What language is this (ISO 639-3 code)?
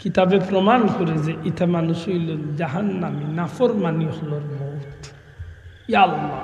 syl